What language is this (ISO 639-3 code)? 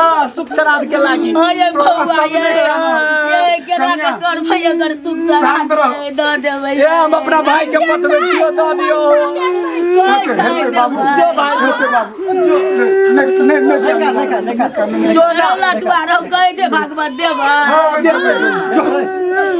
mai